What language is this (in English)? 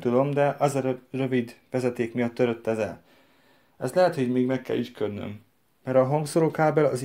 Hungarian